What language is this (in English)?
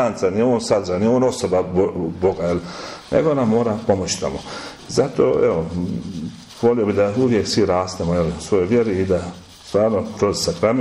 Croatian